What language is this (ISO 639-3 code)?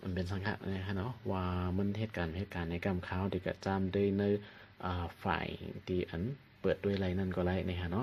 shn